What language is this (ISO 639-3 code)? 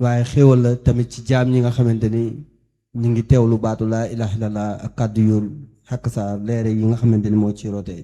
wol